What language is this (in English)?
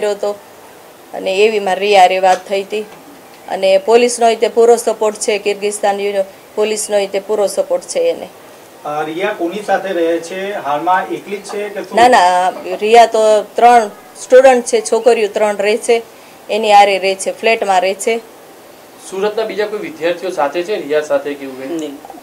Gujarati